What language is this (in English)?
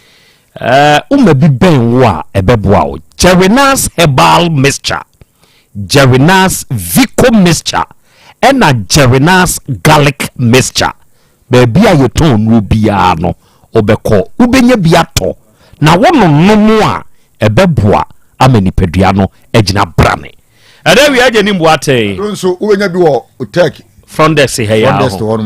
Akan